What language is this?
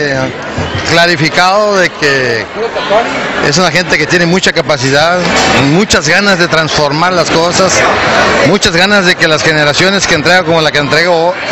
Spanish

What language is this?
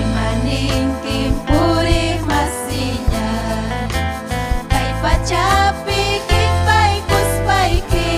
Ayacucho Quechua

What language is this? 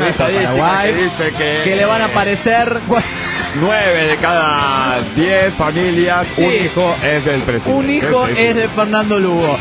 Spanish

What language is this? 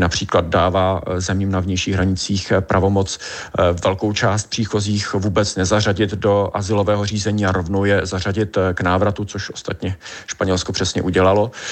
Czech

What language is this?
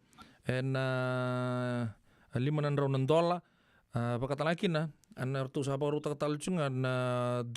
Fijian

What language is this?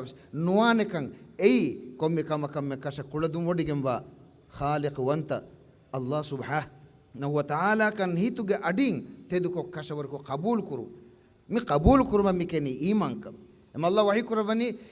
Divehi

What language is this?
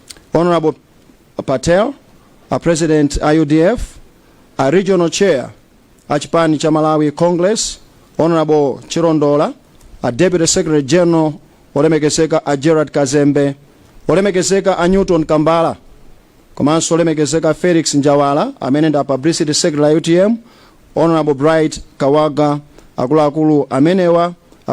Nyanja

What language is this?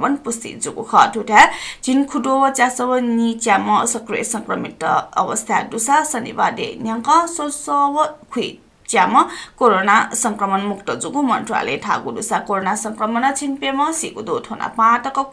Newari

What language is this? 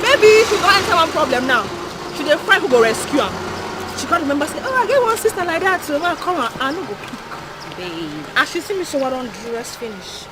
Nigerian Pidgin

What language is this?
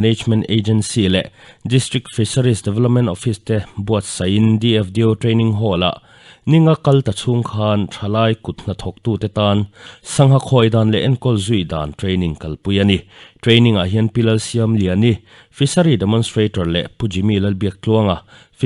Mizo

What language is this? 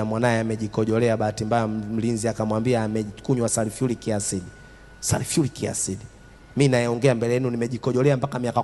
Swahili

